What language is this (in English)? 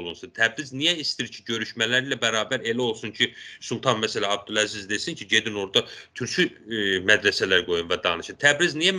South Azerbaijani